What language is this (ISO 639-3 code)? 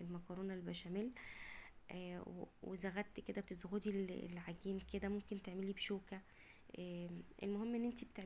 arz